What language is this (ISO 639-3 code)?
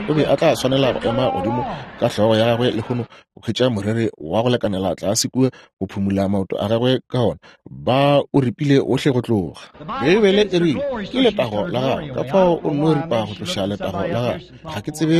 nso